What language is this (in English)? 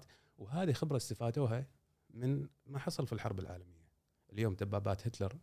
Gulf Arabic